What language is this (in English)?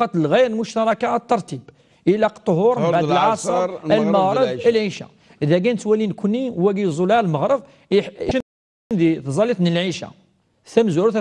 Kabyle